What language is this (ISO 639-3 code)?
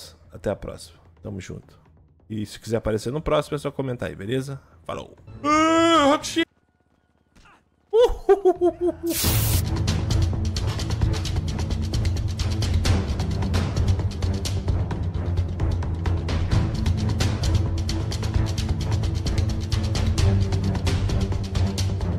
por